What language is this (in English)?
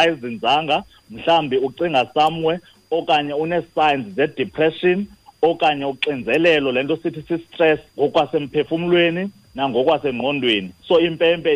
Xhosa